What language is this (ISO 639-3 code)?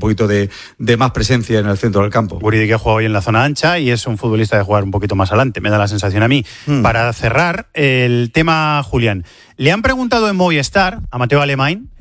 spa